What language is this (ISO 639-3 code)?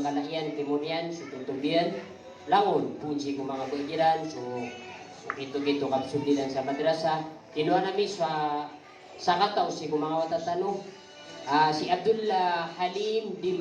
mrw